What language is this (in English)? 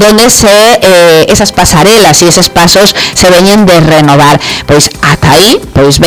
Galician